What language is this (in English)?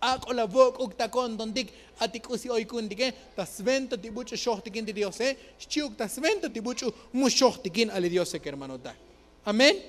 Tzotzil